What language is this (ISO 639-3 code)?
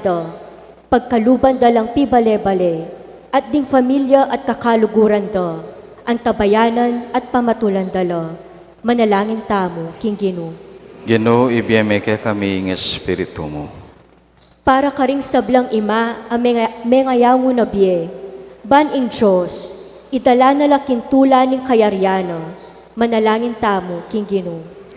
pam